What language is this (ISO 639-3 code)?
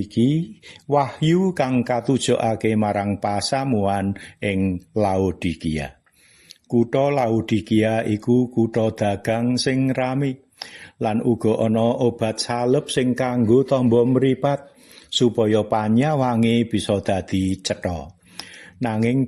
jav